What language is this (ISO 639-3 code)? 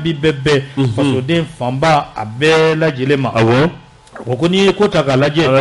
bam